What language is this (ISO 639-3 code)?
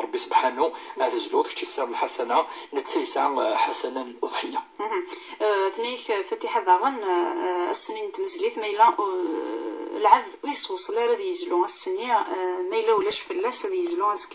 kab